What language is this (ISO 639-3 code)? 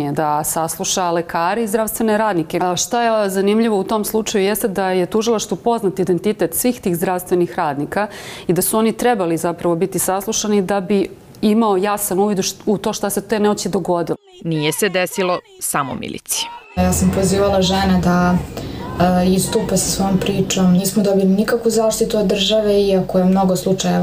hrv